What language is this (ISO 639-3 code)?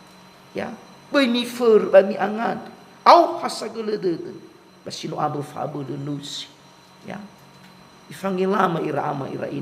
nia